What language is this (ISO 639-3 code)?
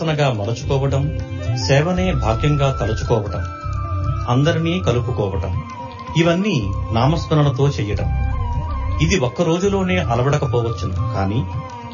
tel